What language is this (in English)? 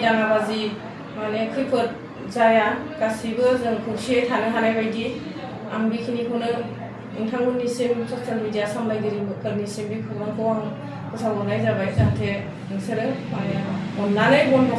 Bodo